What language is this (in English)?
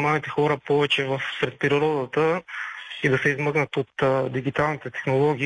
Bulgarian